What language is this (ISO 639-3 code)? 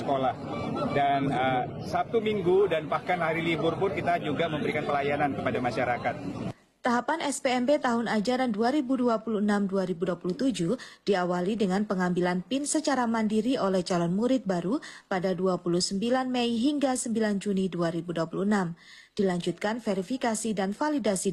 ind